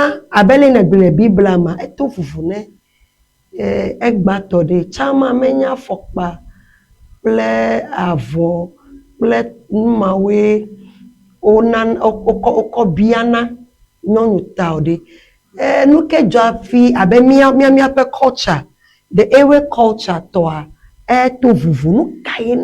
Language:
Ewe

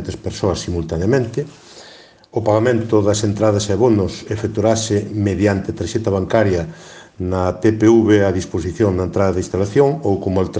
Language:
Galician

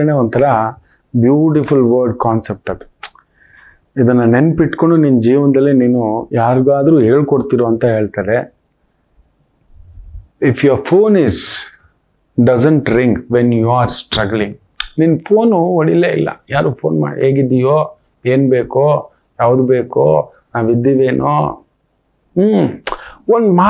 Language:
Kannada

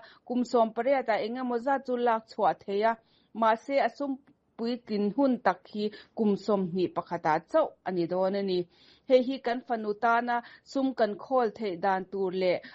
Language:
Mizo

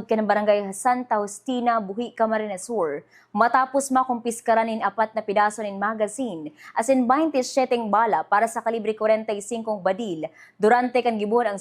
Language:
Bikol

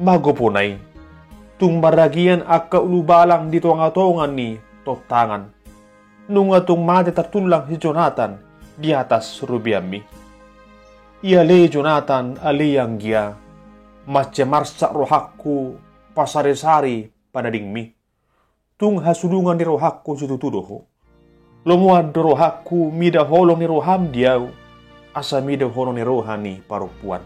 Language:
Batak Toba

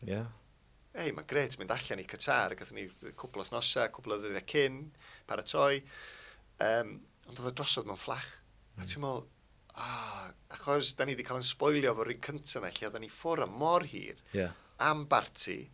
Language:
Welsh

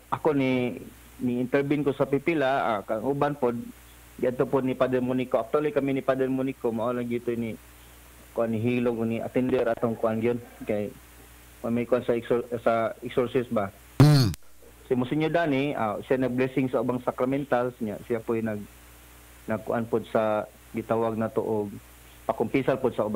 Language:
Cebuano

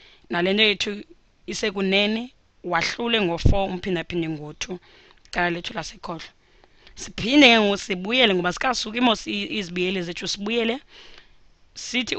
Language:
Xhosa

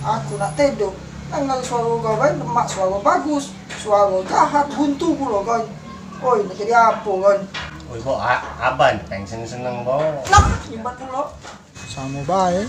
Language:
Musi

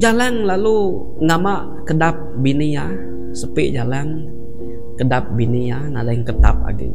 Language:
Iban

